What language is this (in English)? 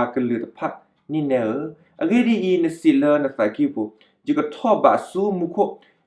S'gaw Karen